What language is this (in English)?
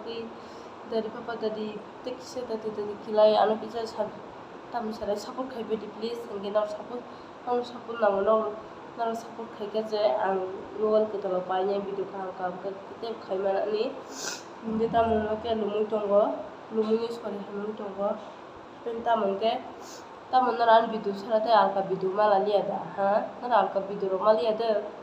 Kok Borok